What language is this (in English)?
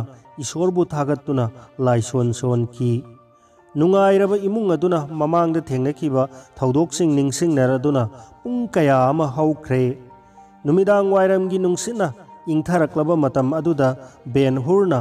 Manipuri